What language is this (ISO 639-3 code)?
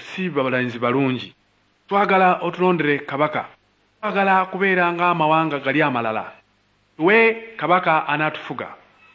lug